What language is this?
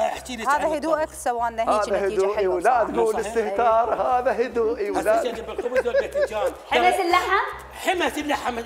Mesopotamian Arabic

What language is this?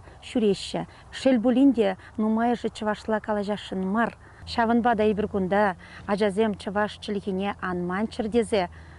Chuvash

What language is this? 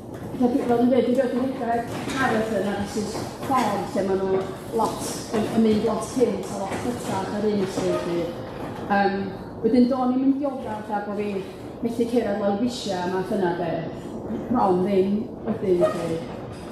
Welsh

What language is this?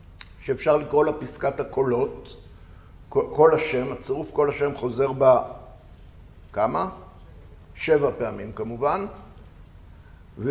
Hebrew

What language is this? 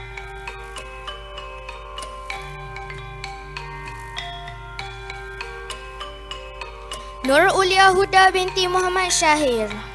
Malay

